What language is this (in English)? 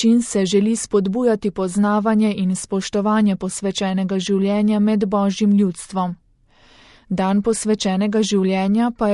Slovenian